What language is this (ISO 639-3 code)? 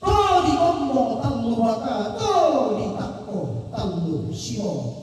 sda